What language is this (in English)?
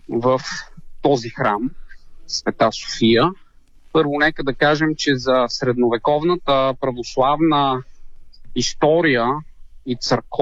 Bulgarian